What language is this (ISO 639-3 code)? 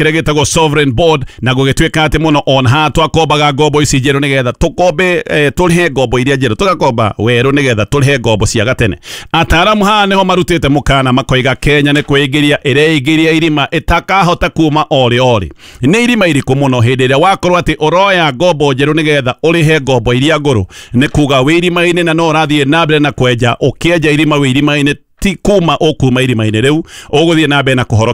kik